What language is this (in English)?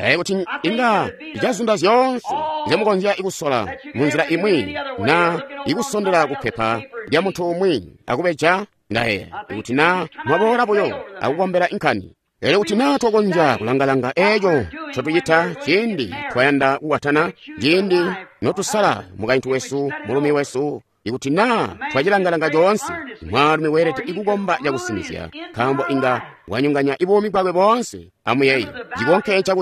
Tonga (Zambia)